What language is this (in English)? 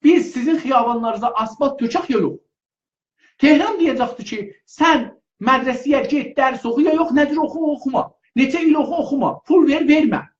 South Azerbaijani